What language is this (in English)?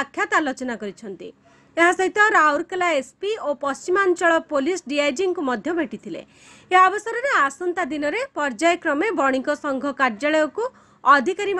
Odia